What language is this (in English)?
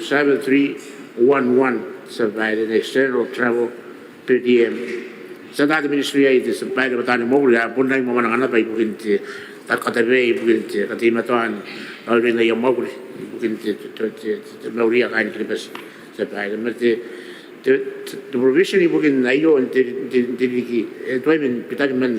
Gilbertese